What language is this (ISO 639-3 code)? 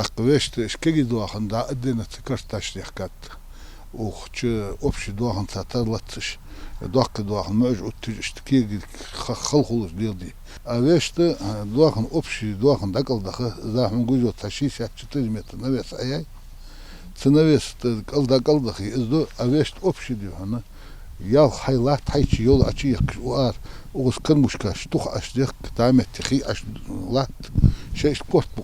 inh